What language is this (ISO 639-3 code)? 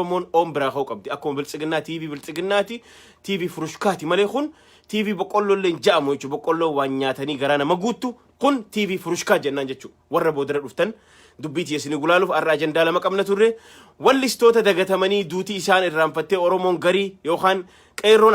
orm